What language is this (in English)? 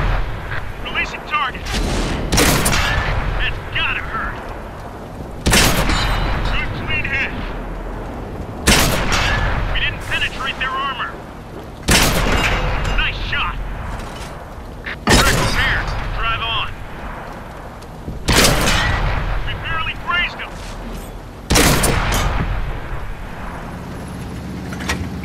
English